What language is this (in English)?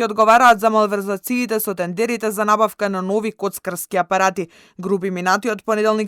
Macedonian